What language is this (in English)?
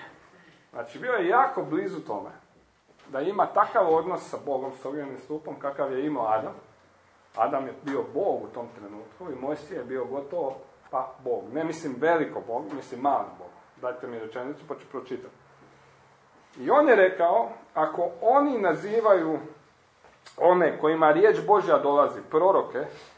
Croatian